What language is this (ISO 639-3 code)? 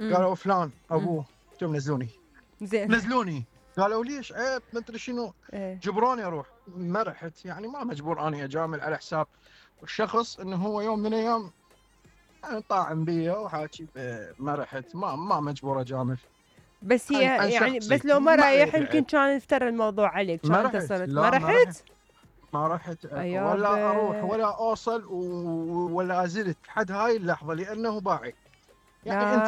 acm